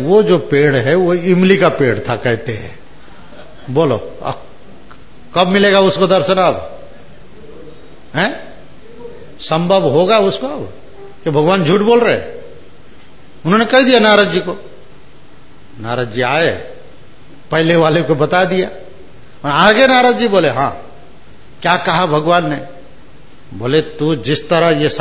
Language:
Hindi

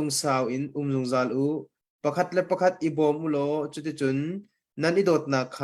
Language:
Hakha Chin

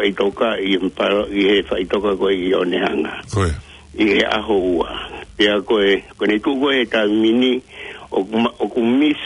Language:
Tongan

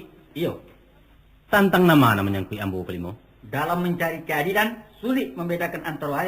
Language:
Minangkabau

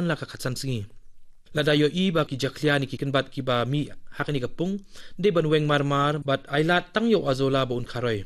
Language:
Khasi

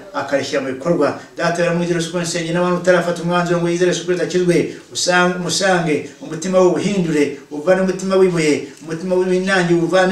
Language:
Kinyarwanda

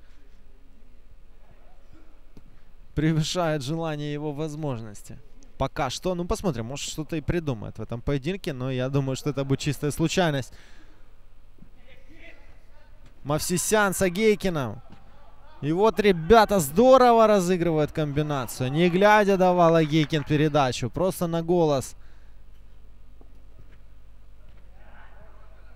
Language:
Russian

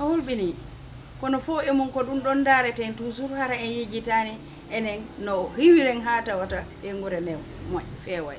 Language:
Fula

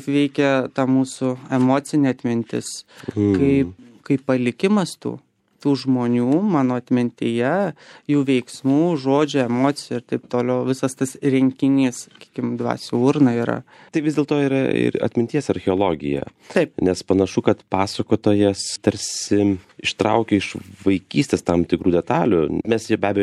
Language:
Lithuanian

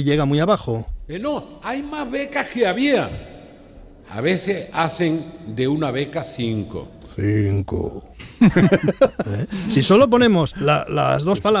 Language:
Spanish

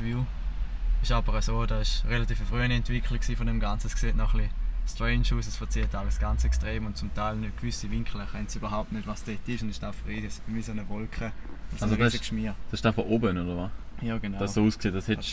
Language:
Swiss German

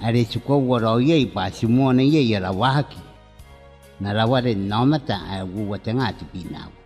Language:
Gilbertese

